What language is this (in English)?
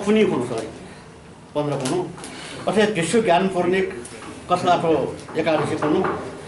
Newari